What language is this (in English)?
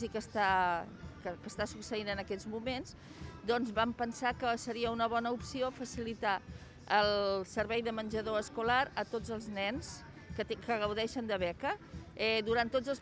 Catalan